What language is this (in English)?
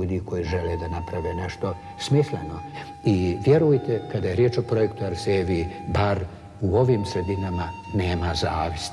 Bosnian